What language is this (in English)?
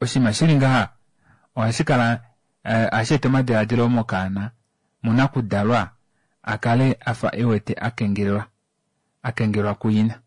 Kuanyama